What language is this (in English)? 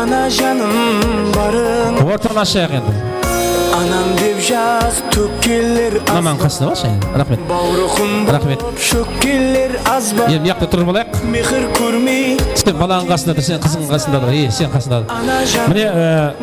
Kara-Kalpak